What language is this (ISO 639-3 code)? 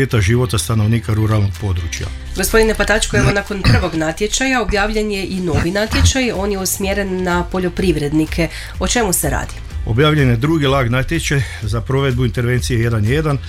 hrv